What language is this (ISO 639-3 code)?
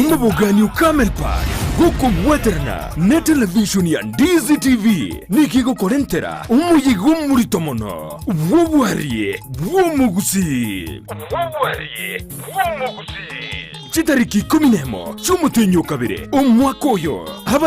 guz